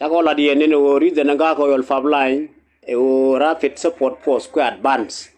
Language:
Nuer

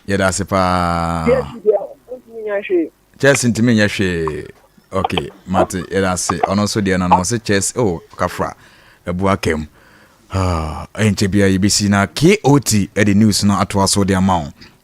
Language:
Akan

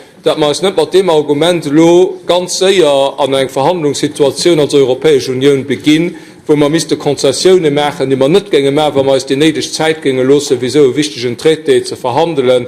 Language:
Luxembourgish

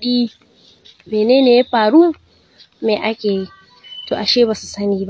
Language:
Hausa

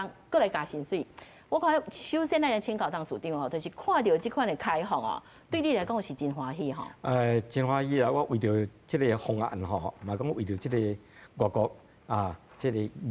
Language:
Min Nan Chinese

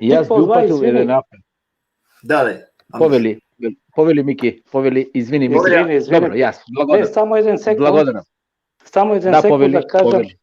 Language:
Balkan Romani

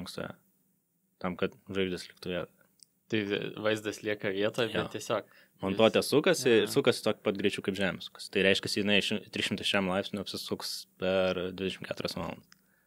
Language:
Lithuanian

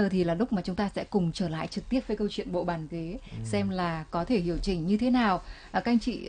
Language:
Vietnamese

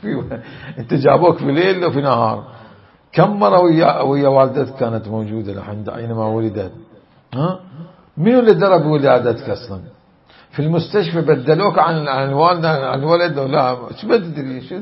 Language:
Mesopotamian Arabic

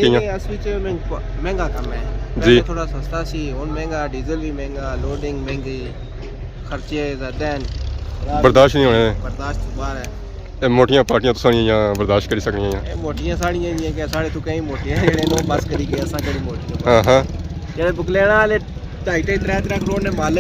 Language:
Pahari-Potwari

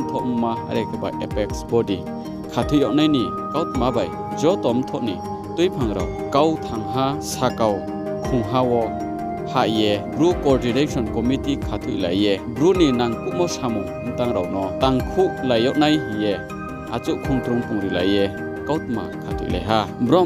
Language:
Riang (India)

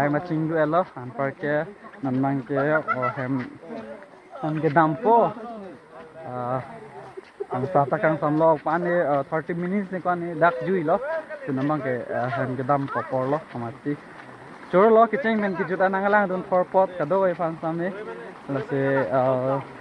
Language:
Karbi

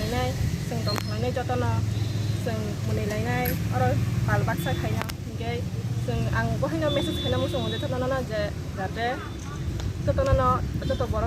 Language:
Kok Borok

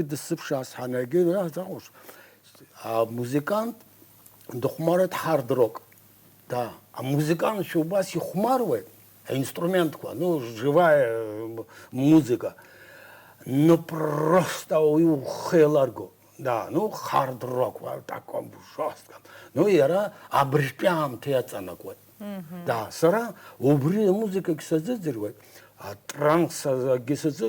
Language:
Abkhazian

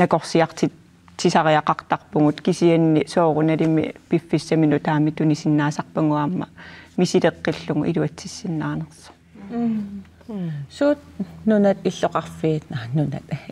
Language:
Kalaallisut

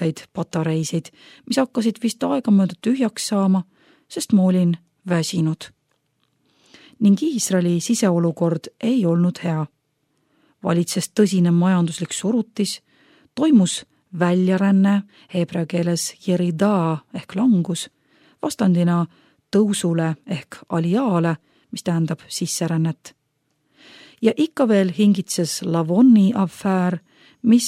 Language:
Estonian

